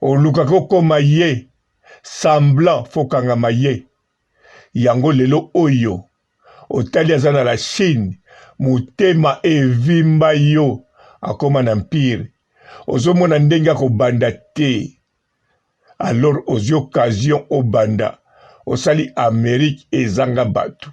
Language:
Lingala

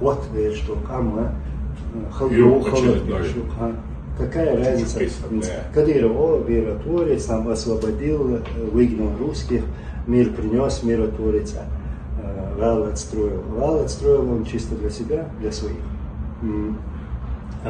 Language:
Chechen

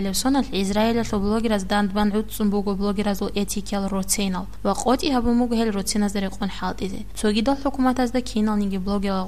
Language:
Avaric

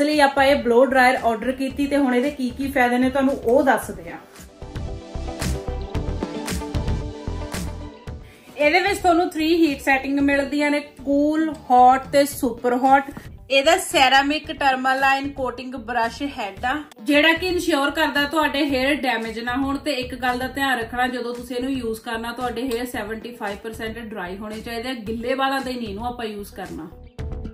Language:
Punjabi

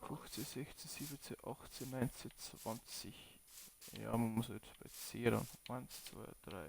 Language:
Bavarian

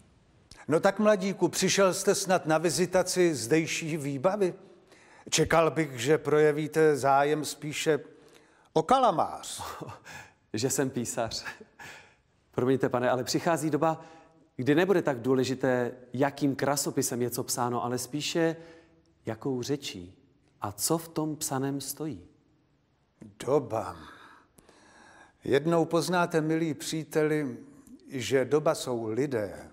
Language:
Czech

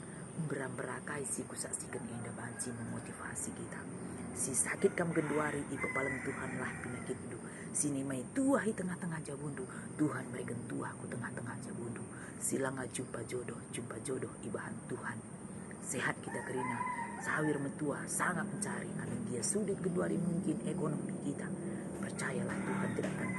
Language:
Batak Karo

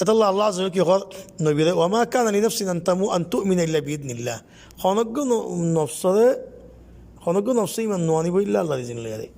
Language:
Rohingya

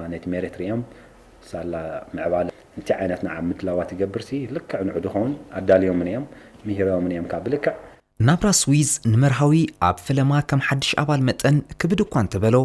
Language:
Tigrinya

